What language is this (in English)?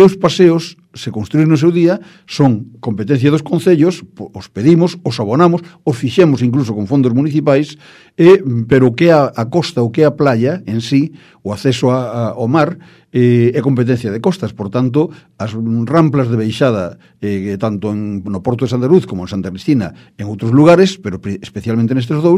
Galician